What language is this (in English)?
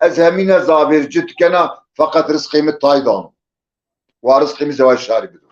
Zaza